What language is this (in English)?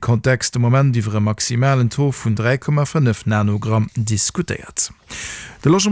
Luxembourgish